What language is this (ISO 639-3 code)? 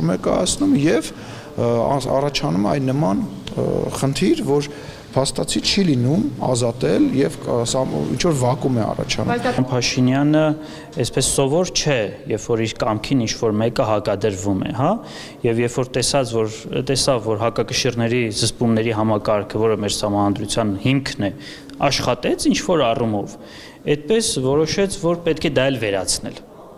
hye